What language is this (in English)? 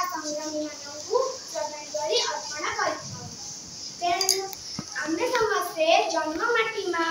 Odia